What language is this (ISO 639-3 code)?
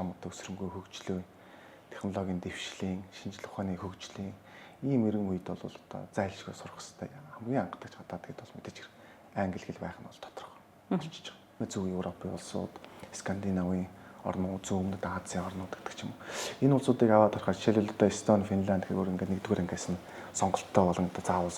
mon